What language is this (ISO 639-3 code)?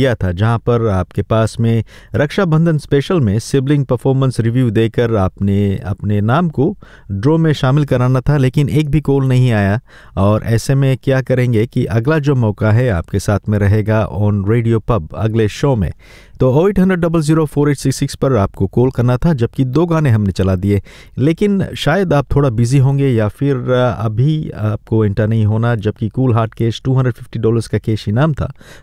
hin